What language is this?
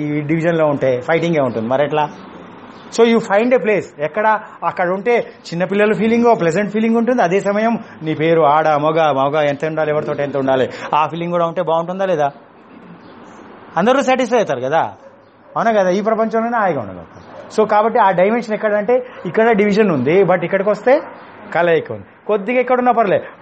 Telugu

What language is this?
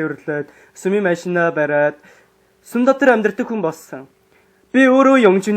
Mongolian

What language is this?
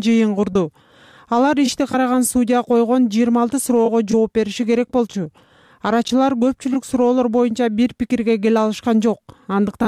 Kyrgyz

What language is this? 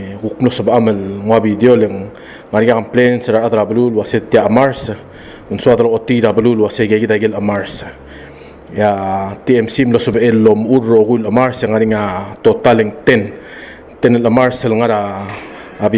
Palauan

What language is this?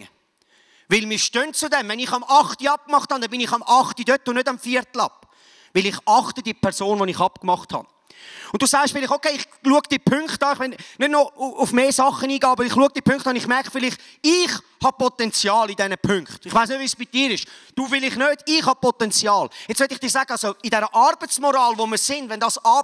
Swiss German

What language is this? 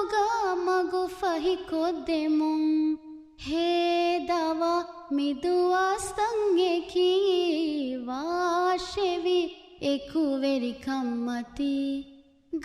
Divehi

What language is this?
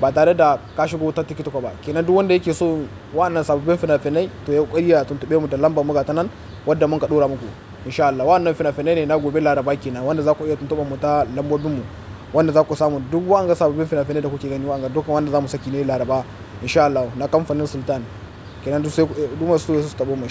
Hausa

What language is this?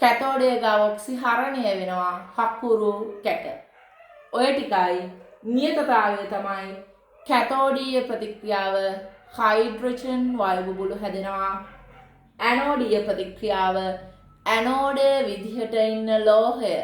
Sinhala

